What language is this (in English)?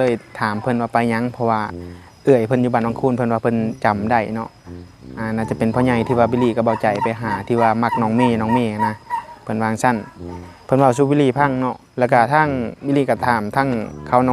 Northeastern Thai